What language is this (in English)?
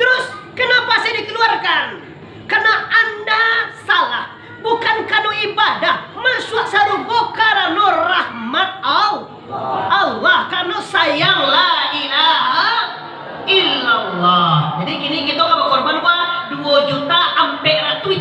Minangkabau